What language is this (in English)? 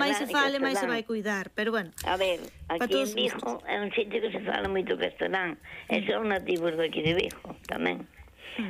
Galician